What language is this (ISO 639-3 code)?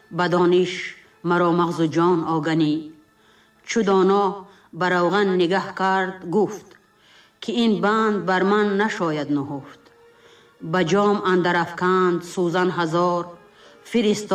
tgk